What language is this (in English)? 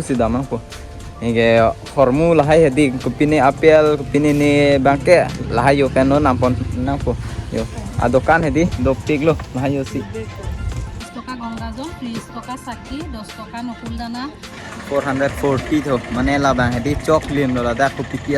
Karbi